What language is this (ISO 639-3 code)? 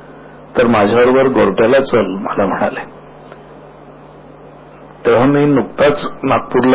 mar